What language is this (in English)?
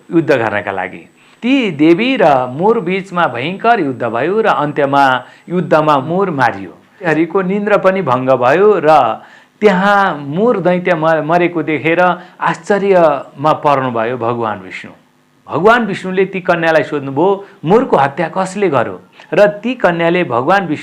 Nepali